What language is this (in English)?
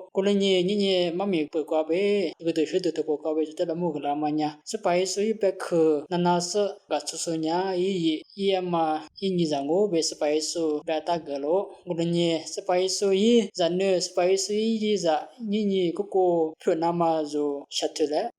Lisu